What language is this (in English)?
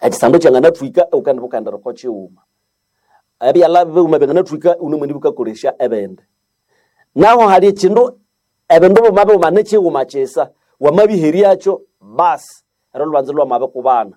Nande